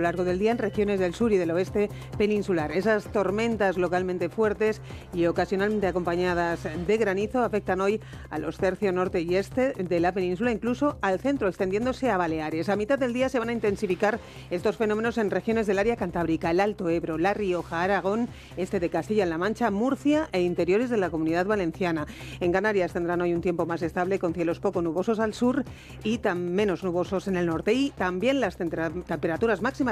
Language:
Spanish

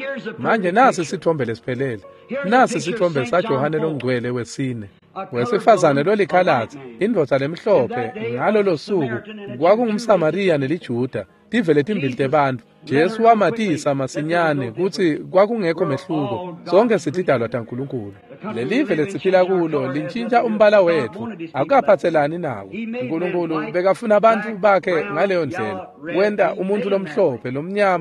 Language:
Swati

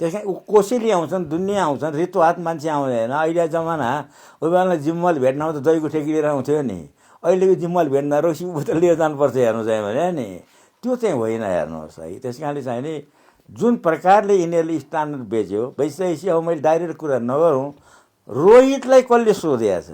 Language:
Nepali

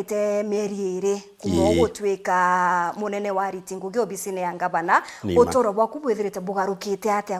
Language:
Meru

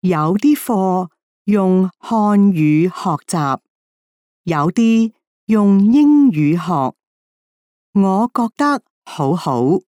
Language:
Cantonese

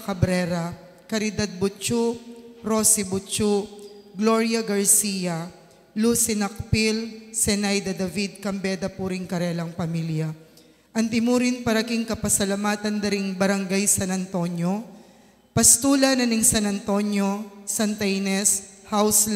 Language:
Pampanga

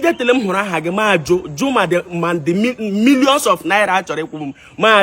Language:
Igbo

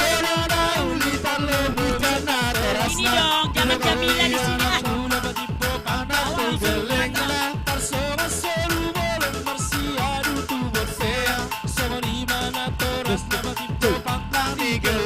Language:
Batak Simalungun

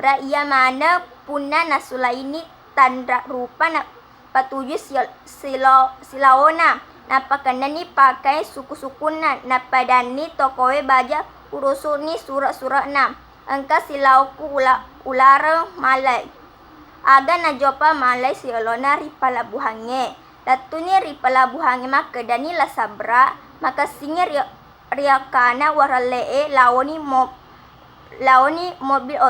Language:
Buginese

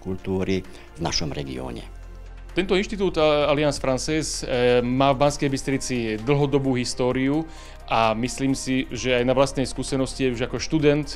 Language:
Slovak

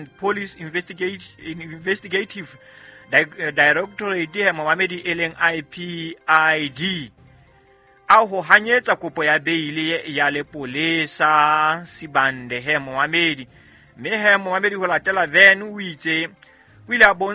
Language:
Southern Sotho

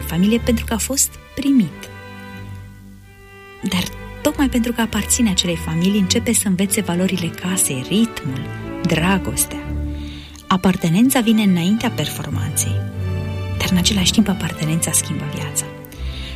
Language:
Romanian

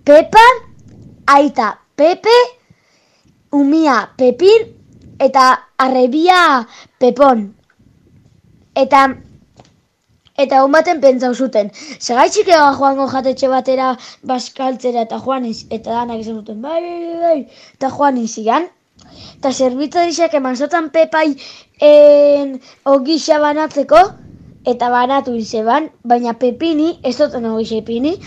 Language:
Basque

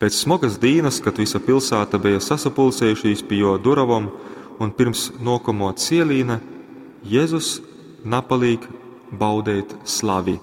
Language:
Latgalian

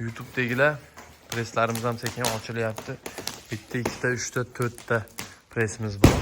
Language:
Uzbek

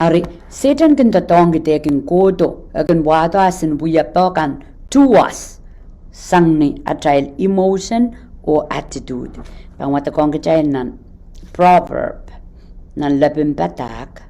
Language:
Pohnpeian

